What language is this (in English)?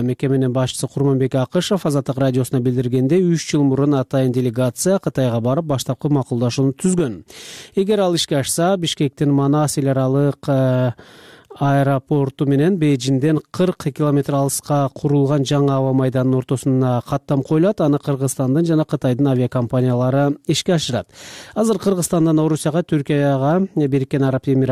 Kyrgyz